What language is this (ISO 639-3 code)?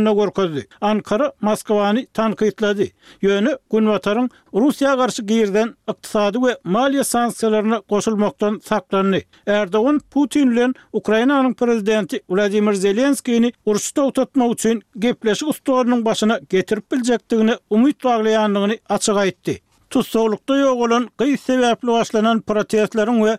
tuk